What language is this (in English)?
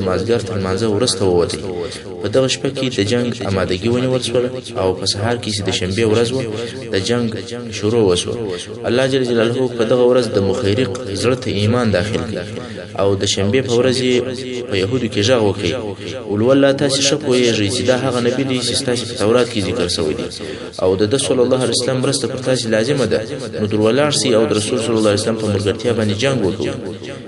Pashto